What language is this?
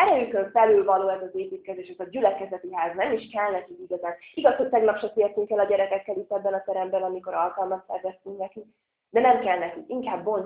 Hungarian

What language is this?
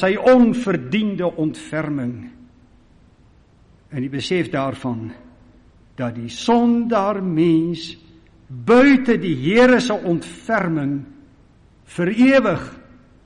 Afrikaans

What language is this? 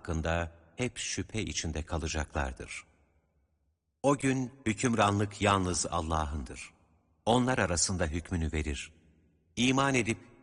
Turkish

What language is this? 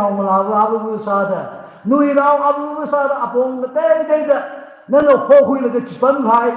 Tangkhul Naga (India)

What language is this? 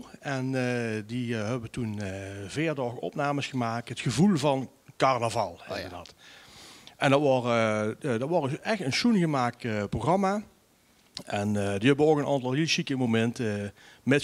Limburgish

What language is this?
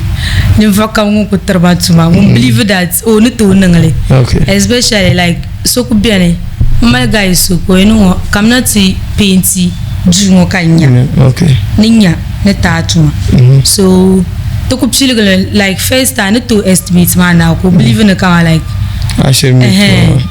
Dagbani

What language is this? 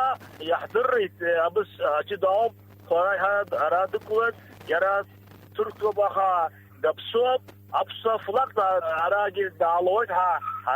Abkhazian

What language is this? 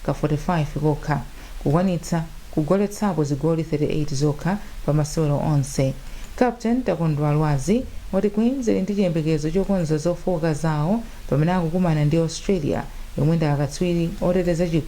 Nyanja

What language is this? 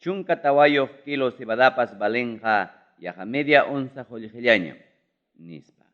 Ayacucho Quechua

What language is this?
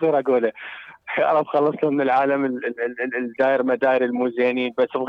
Mesopotamian Arabic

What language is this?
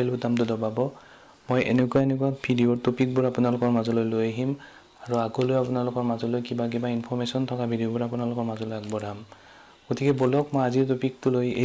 Assamese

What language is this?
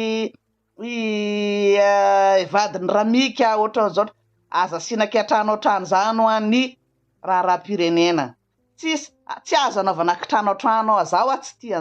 Malagasy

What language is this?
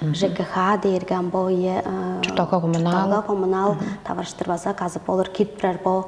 Tuvinian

